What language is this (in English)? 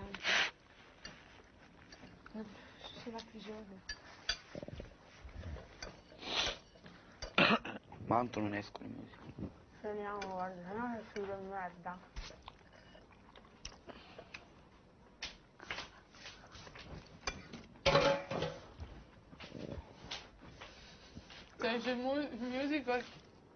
Italian